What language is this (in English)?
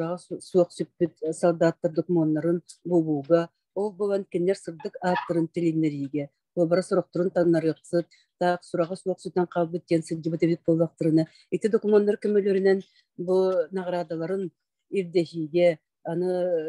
Yakut